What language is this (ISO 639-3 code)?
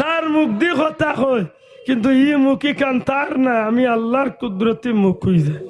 syl